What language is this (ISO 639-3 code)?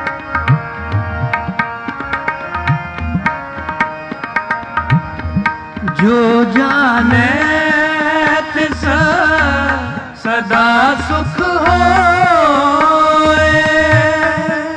pan